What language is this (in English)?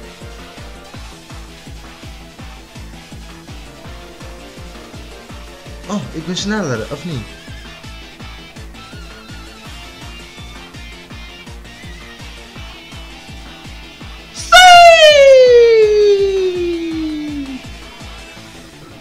Dutch